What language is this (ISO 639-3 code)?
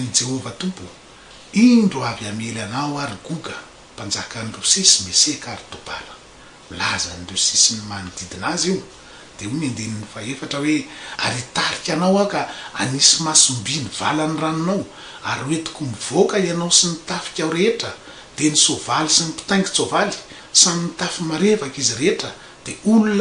mlg